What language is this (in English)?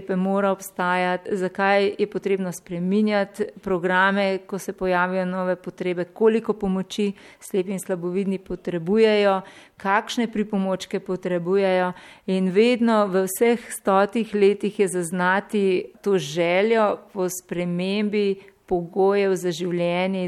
Slovenian